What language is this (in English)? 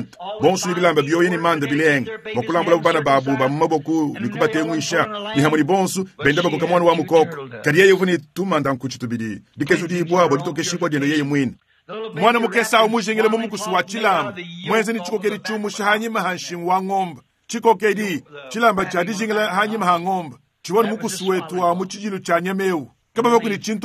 Luba-Lulua